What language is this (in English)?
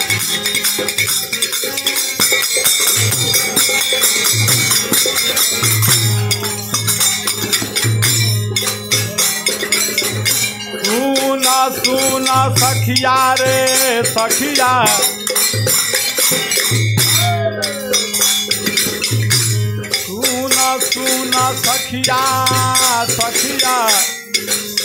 Bhojpuri